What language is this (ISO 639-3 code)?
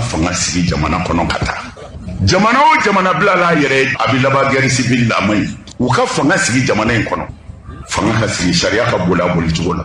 bam